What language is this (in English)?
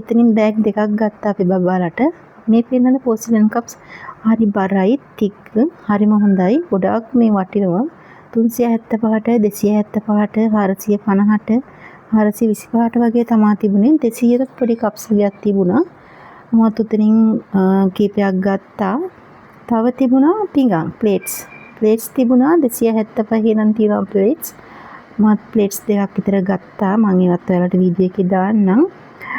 Sinhala